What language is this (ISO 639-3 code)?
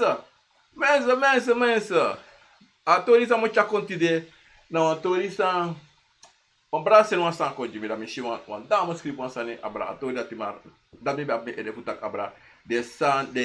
srn